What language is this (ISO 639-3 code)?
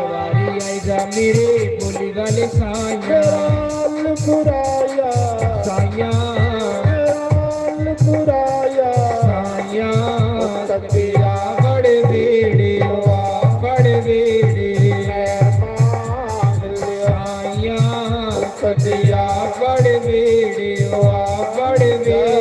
doi